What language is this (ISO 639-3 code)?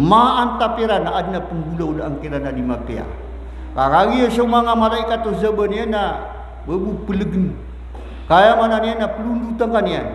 mrw